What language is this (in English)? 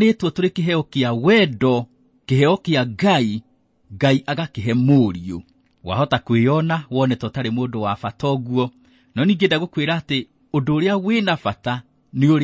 Kikuyu